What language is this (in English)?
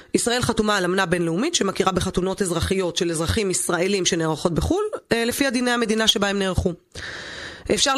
Hebrew